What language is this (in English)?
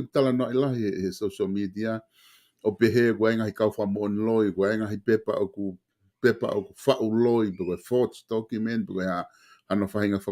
Tongan